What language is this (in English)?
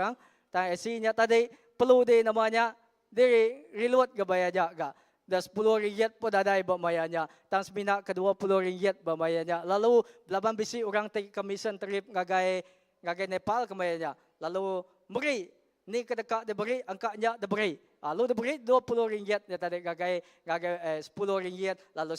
Iban